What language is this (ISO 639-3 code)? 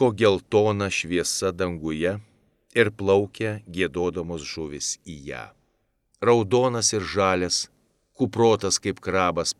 lit